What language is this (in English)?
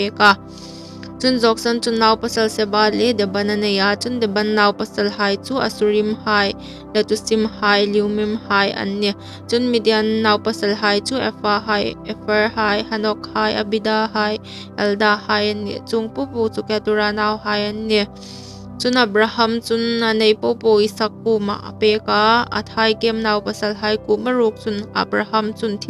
Hmar